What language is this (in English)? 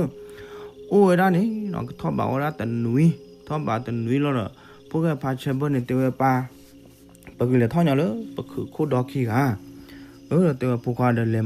S'gaw Karen